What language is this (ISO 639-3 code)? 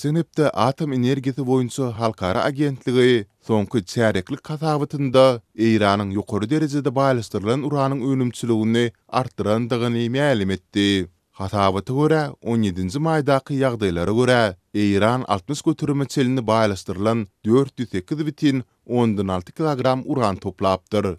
tuk